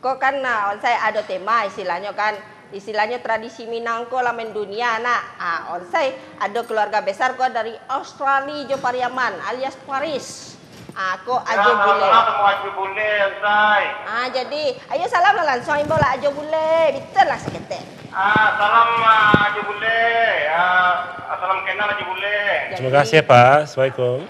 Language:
Minangkabau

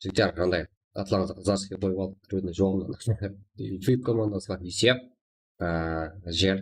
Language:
Kara-Kalpak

